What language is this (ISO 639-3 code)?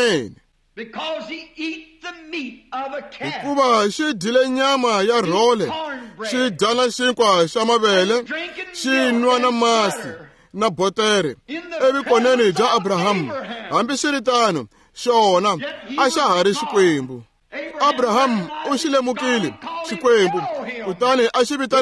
tso